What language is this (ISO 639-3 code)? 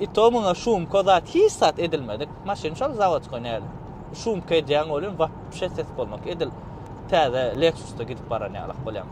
tuk